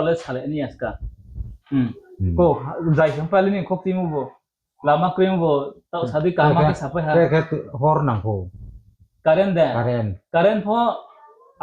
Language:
Riang (India)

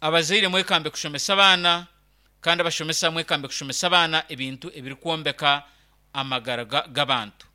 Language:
Nyankole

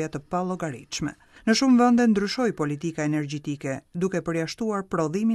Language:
Albanian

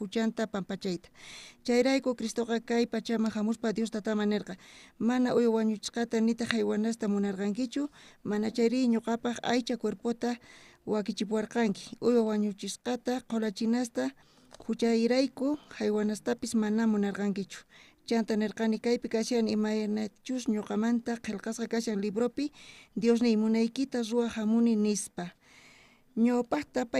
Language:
South Bolivian Quechua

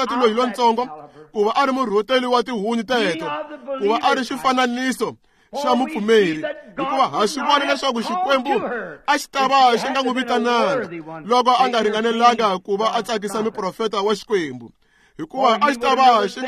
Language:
Tsonga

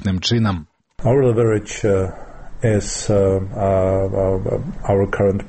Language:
Belarusian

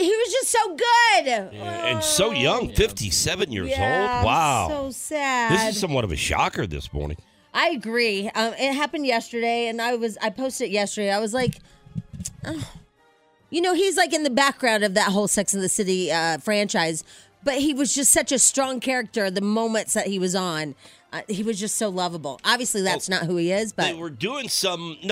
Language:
English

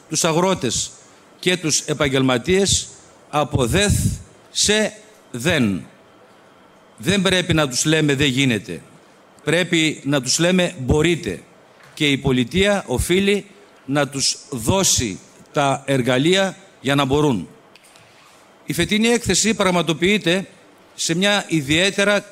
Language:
Greek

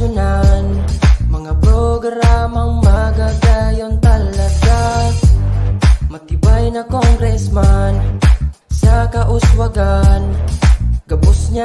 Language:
Bikol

